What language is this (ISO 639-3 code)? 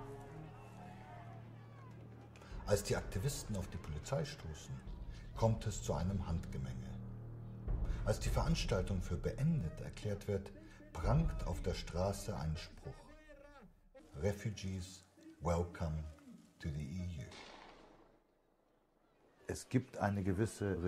deu